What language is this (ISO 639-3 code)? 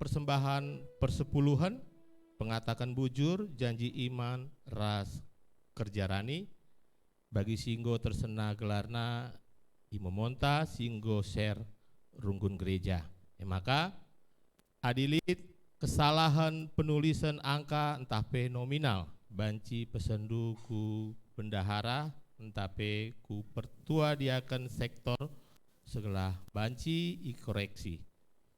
btx